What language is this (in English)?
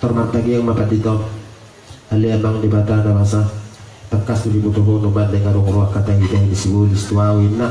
Batak Toba